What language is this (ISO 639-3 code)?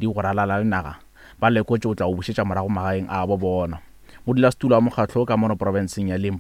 nso